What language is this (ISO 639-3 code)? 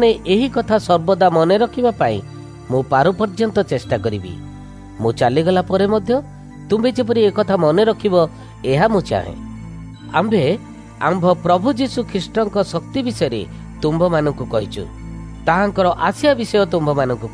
ori